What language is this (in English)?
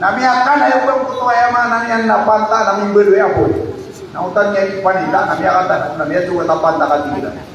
Maranao